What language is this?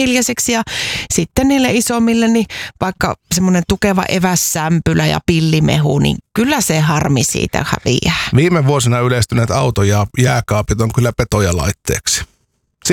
Finnish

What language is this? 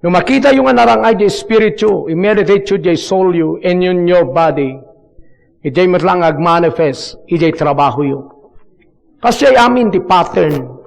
Iloko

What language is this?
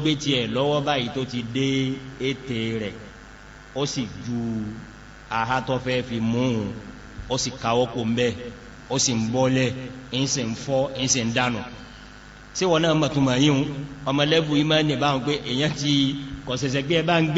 Yoruba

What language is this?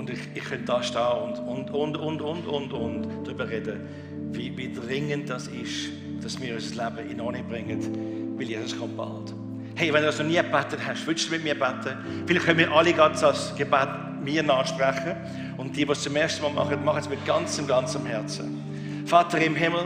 Swiss German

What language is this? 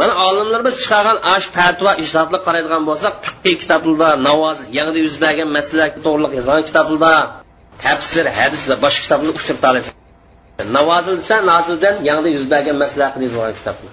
Uyghur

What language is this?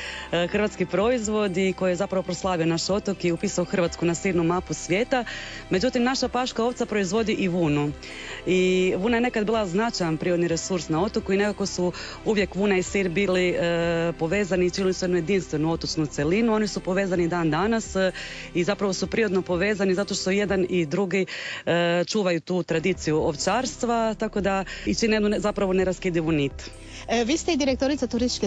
Croatian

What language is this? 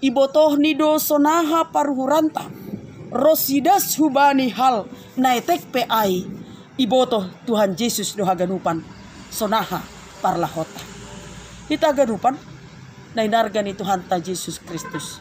Batak Simalungun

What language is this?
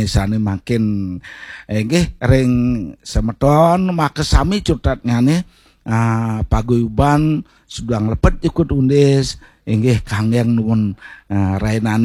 Balinese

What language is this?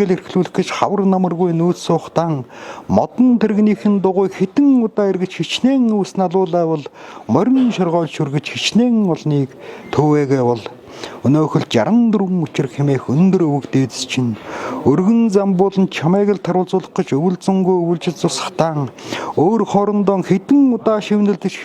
Mongolian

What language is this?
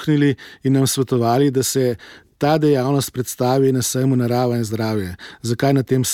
Slovenian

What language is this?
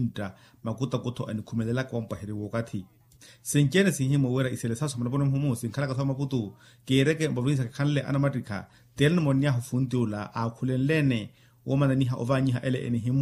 Makhuwa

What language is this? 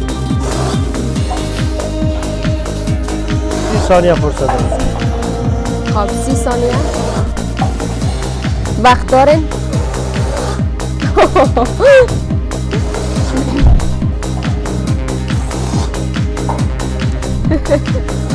Persian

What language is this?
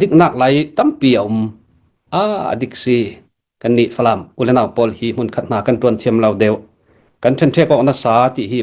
Hakha Chin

